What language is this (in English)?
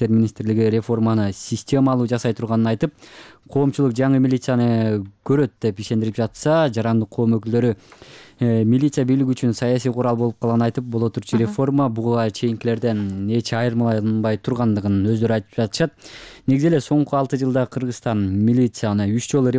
Kyrgyz